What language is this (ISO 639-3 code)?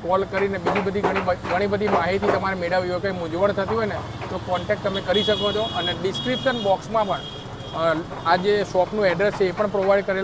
guj